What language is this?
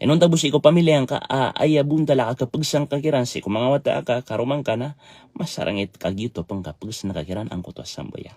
Maranao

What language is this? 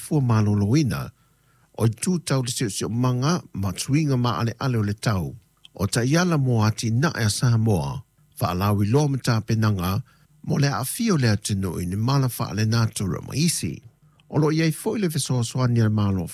Samoan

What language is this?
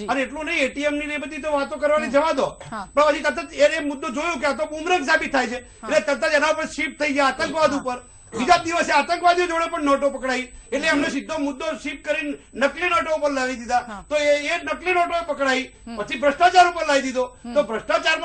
Gujarati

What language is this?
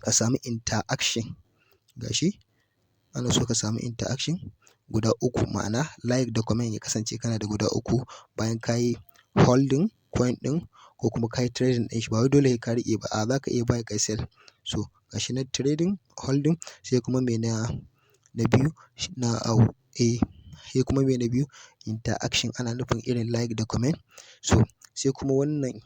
Hausa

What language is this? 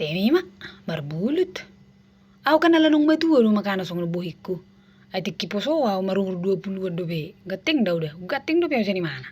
Batak Toba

